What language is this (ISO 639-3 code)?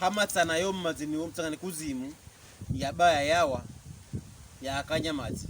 pkb